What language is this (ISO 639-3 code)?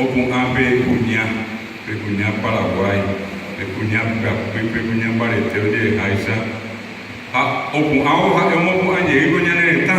grn